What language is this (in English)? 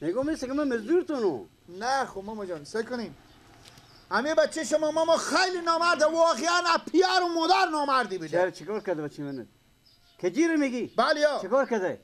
Persian